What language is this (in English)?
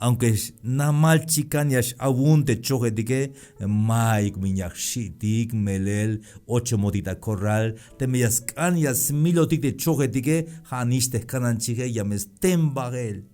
Tzeltal